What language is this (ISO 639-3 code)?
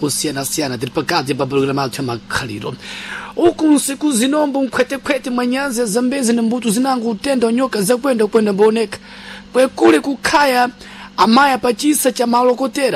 seh